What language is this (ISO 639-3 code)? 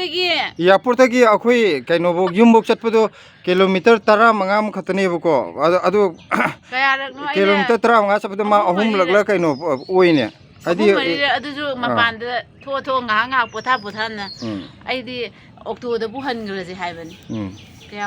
mni